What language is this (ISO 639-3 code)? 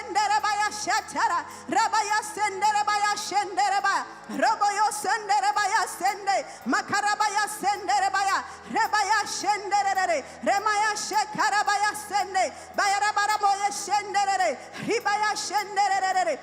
kik